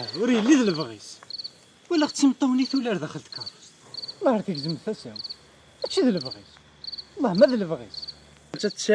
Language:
Kabyle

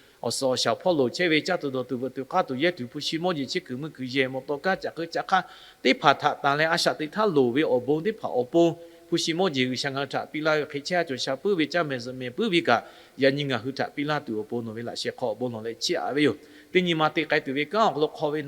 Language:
Lahu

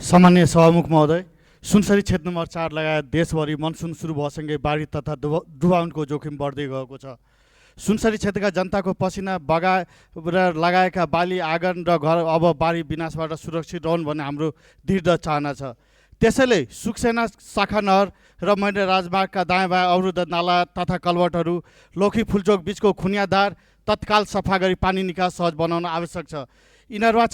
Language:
Nepali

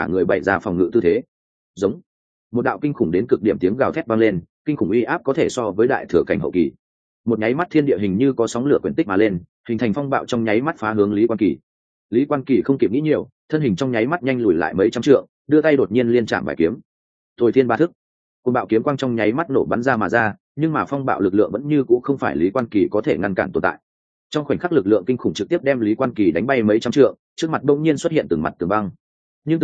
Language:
Vietnamese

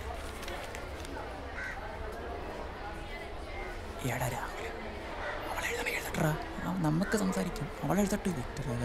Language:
Malayalam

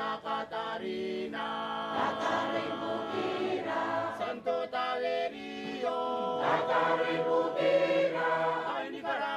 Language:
Gilbertese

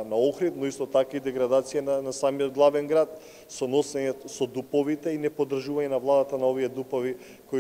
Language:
Macedonian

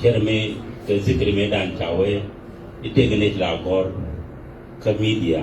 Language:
Nuer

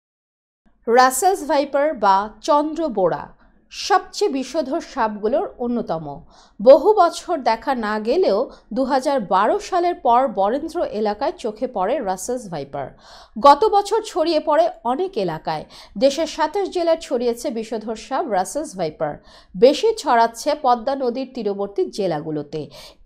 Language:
Bangla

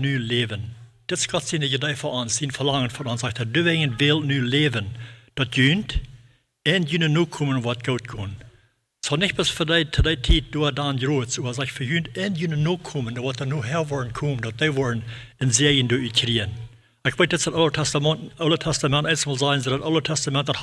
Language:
Plautdietsch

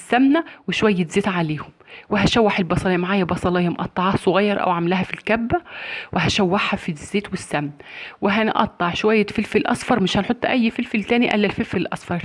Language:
Egyptian Arabic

